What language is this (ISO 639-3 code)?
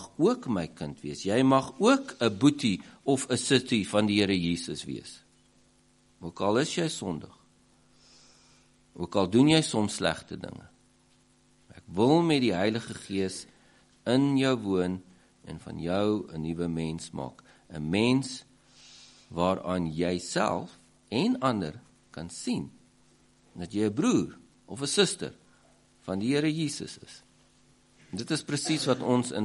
afr